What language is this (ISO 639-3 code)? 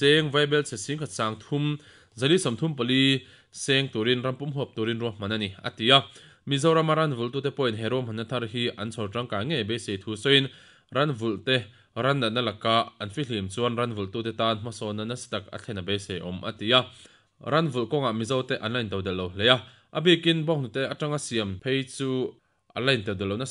lus